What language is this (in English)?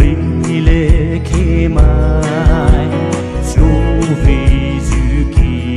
Poumei Naga